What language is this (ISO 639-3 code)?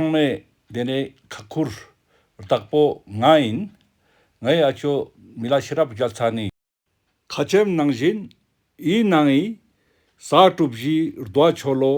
lbj